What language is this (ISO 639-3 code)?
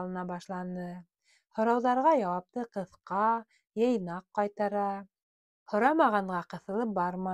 bak